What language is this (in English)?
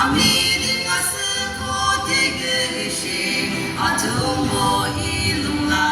Yimchungru Naga